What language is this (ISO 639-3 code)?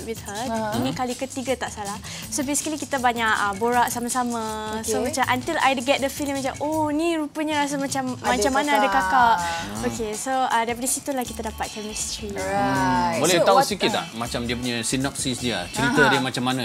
msa